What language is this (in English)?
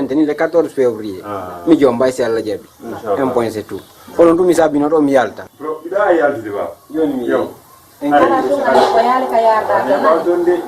Fula